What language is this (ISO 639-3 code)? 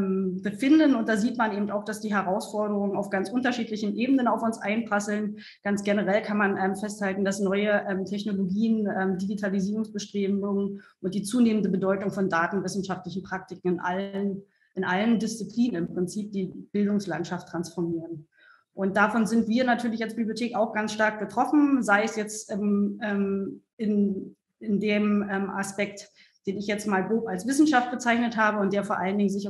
deu